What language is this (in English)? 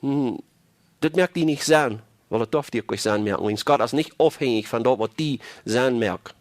Plautdietsch